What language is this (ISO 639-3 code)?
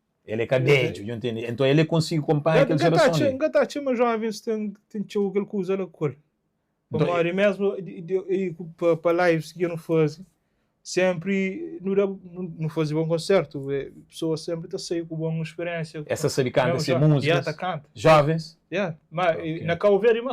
kea